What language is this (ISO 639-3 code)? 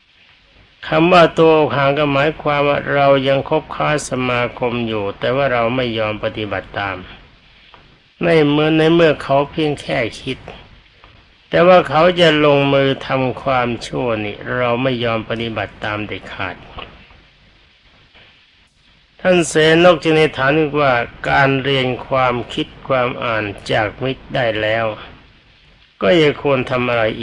tha